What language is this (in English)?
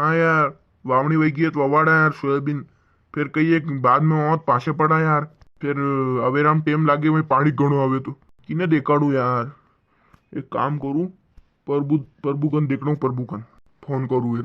Rajasthani